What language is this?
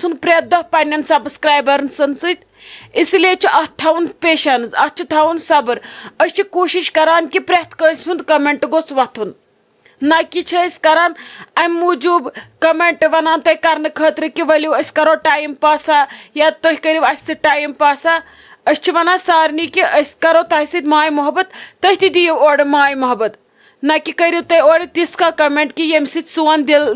Kashmiri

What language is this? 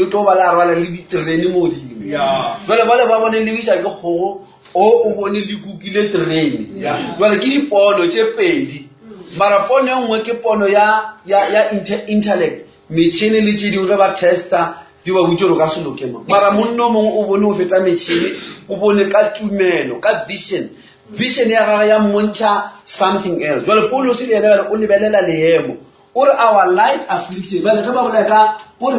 Northern Sotho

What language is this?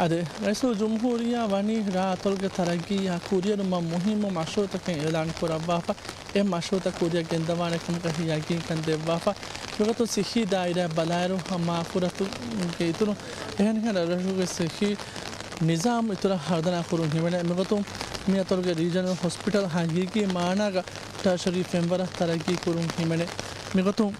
Divehi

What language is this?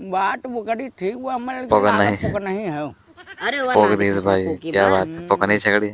Awadhi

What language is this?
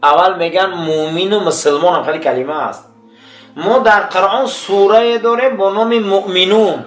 Tajik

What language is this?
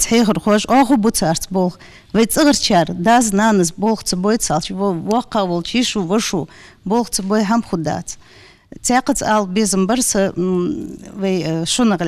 Ingush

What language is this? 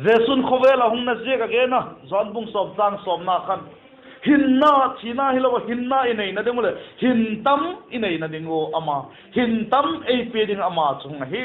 Vaiphei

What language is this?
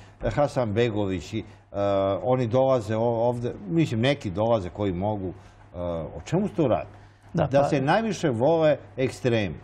Serbian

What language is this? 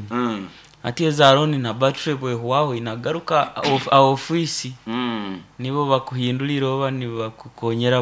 Nyoro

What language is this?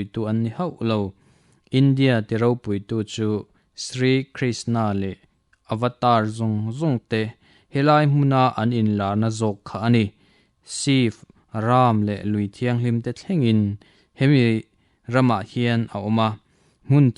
Mizo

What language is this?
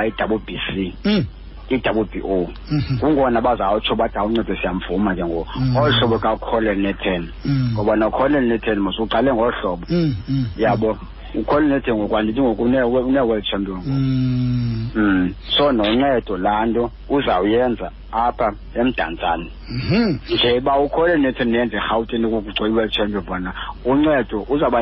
Xhosa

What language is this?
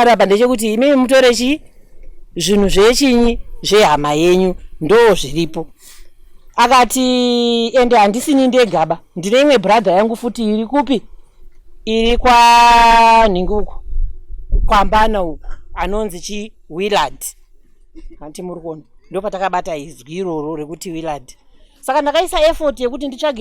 Shona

